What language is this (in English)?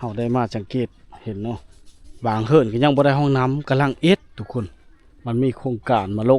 Lao